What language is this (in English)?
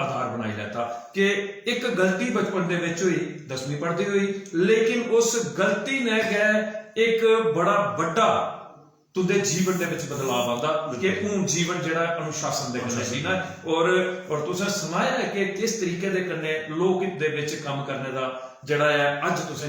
Dogri